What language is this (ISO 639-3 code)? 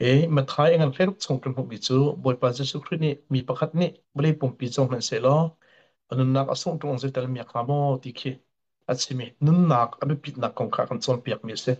cnh